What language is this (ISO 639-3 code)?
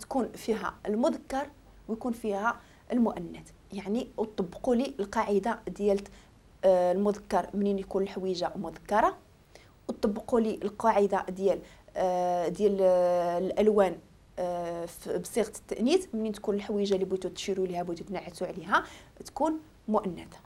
ary